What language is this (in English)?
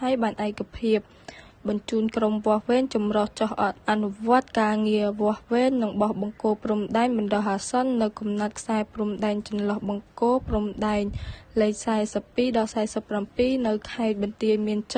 Khmer